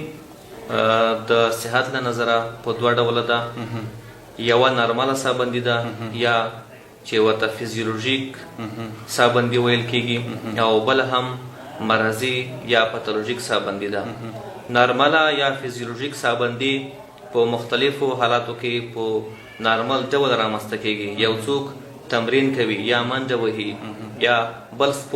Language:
Pashto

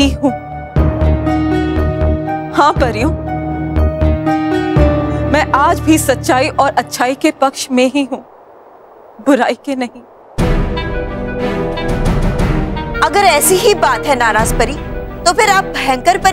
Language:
Hindi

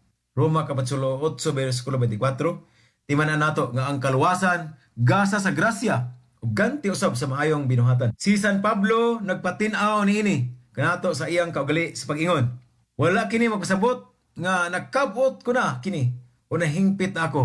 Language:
Cebuano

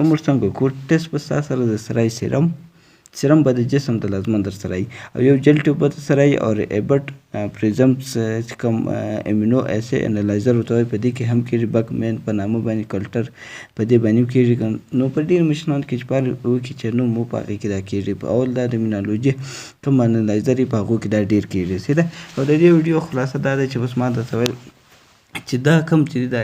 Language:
Pashto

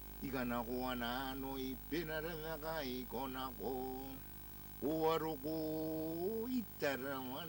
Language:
Gilbertese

